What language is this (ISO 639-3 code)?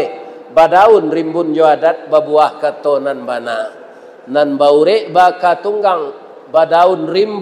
min